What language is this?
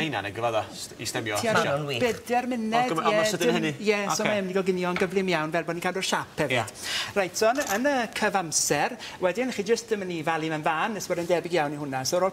Welsh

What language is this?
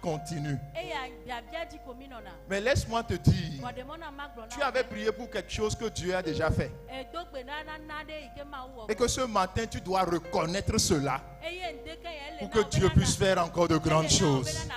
Ewe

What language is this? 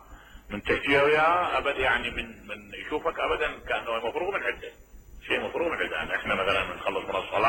Mesopotamian Arabic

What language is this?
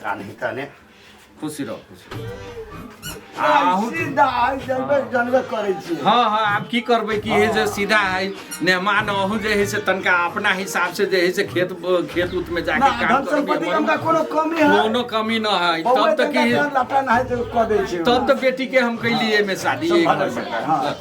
Maithili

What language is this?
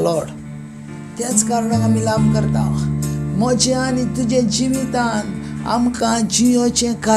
Konkani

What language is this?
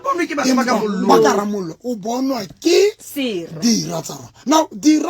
Southern Sotho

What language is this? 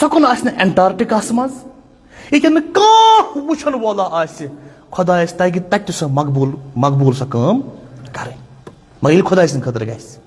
Kashmiri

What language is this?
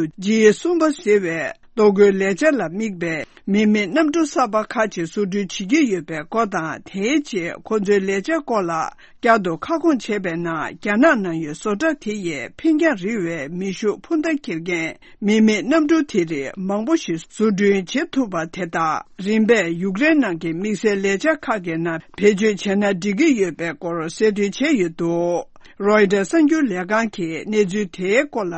Tibetan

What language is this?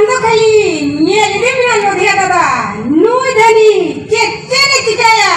Santali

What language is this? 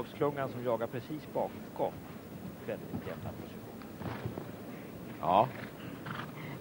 Swedish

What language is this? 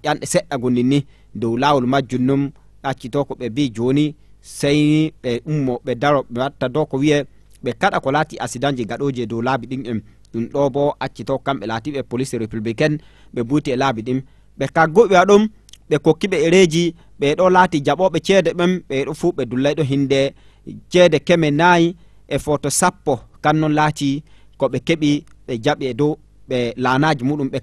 Fula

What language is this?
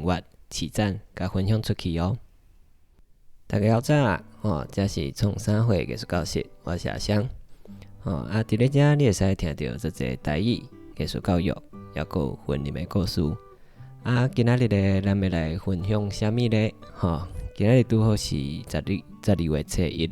Min Nan Chinese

